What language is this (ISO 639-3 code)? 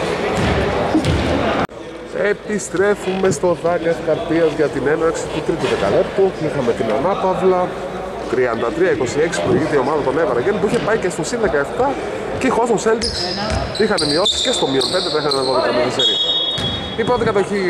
ell